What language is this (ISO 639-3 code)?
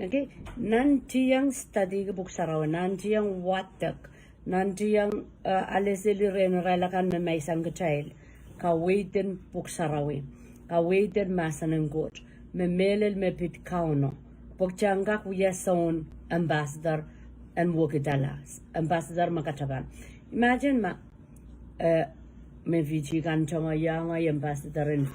pon